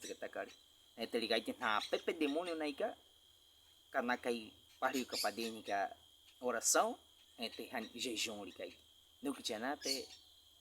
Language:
Baniwa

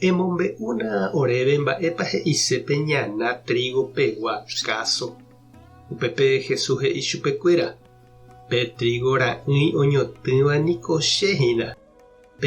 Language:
Guarani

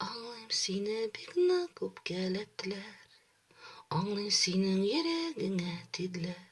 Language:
Tatar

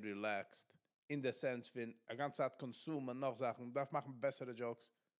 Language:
Yiddish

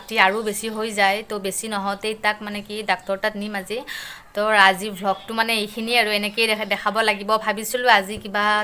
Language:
Assamese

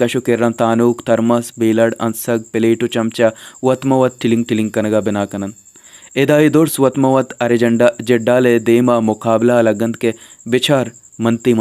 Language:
Baluchi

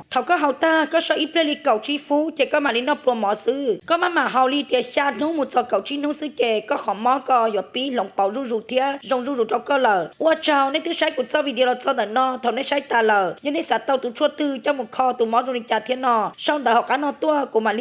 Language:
Hmong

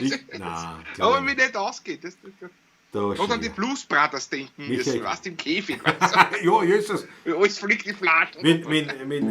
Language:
Bavarian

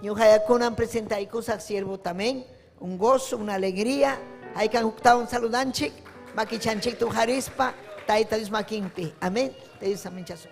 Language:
Ayacucho Quechua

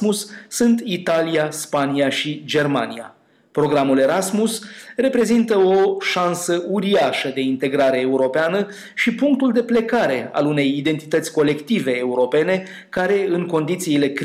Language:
Romanian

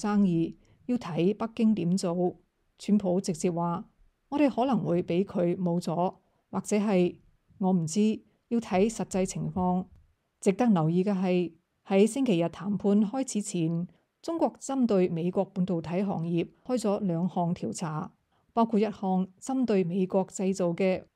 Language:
Cantonese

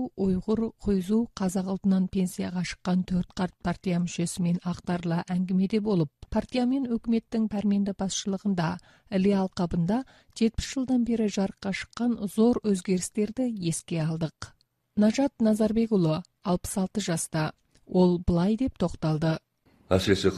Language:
Kazakh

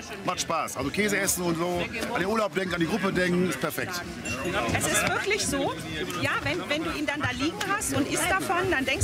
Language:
Swiss German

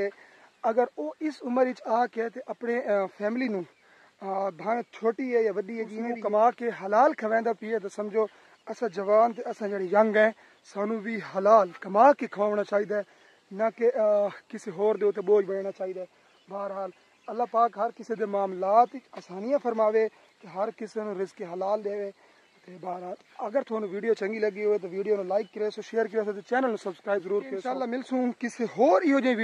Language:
Saraiki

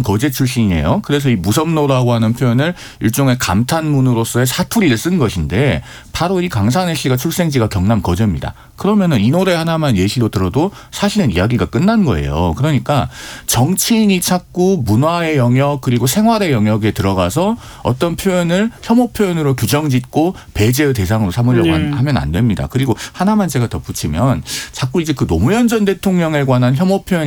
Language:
Korean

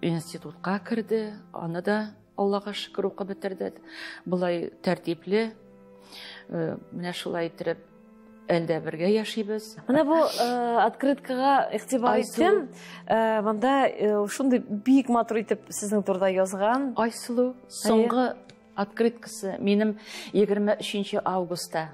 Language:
Tatar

